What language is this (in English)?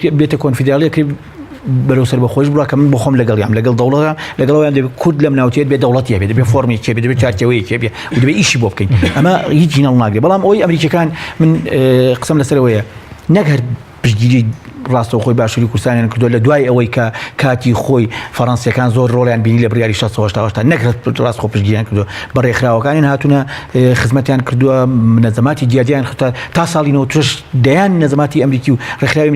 Central Kurdish